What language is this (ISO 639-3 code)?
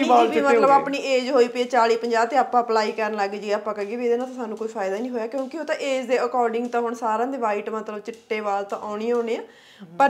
pan